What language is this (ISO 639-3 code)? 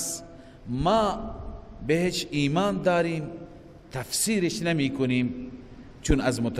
fas